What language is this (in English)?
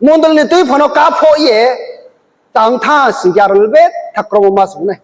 Riang (India)